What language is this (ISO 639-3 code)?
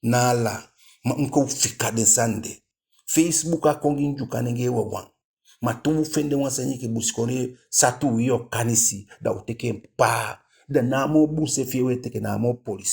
djk